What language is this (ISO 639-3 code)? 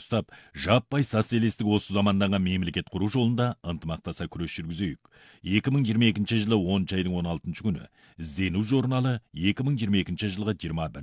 kaz